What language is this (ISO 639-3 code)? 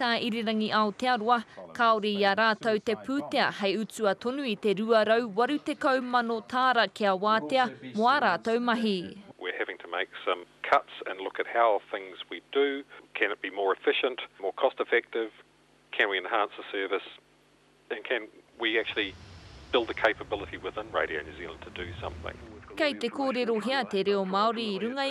mri